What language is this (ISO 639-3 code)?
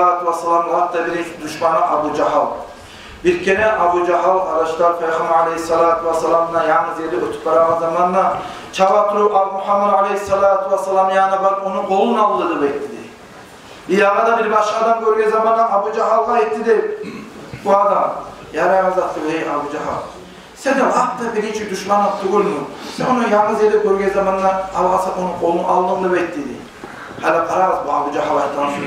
kum